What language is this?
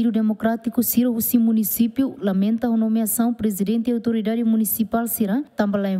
Tetum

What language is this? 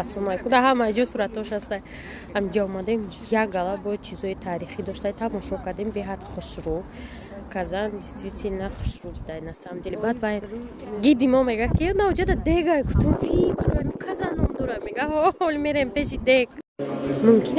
Tajik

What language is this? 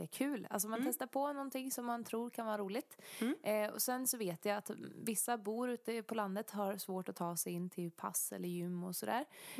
Swedish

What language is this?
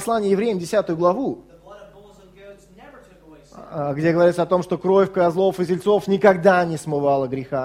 Russian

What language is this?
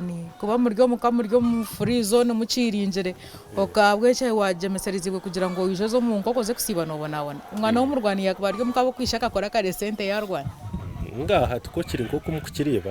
Nyankole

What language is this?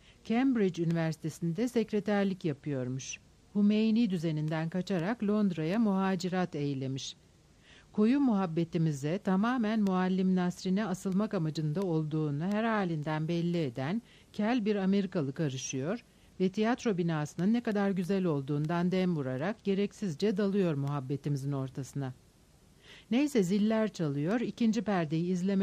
Turkish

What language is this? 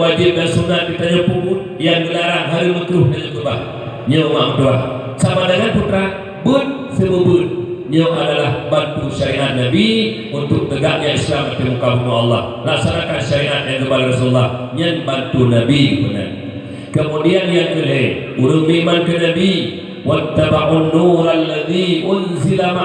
Achinese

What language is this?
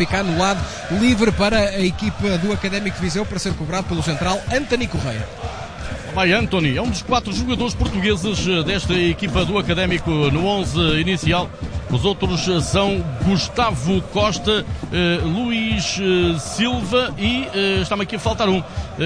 Portuguese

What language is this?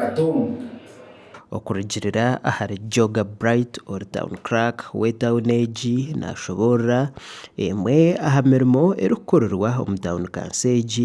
Nyankole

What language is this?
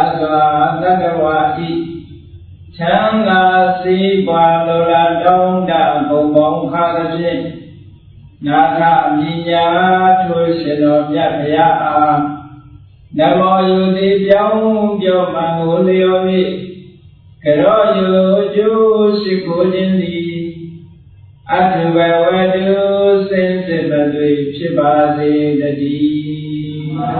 Burmese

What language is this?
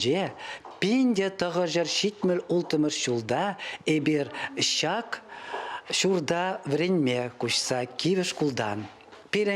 Chuvash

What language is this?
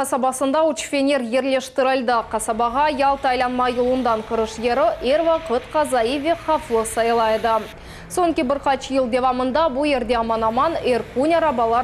Crimean Tatar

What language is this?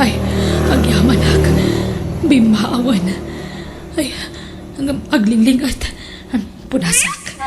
Iloko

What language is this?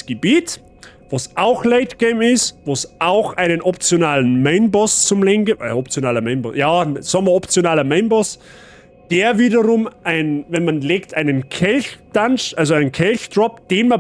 Bavarian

